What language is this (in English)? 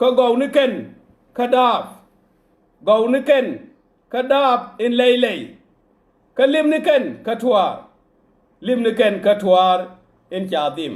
Nuer